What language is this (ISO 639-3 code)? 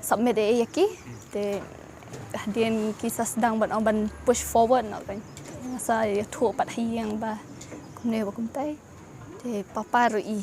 kha